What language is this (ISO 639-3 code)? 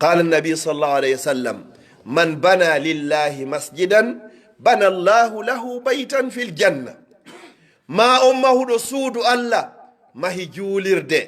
fuf